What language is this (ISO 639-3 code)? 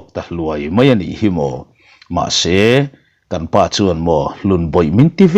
lus